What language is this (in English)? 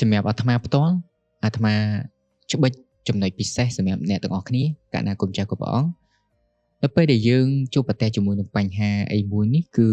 Khmer